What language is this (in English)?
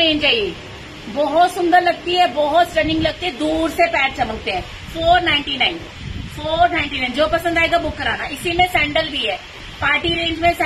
Hindi